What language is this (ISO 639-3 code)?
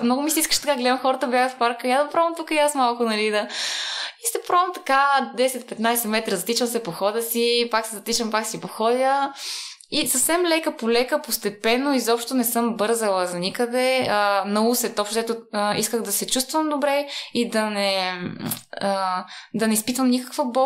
bul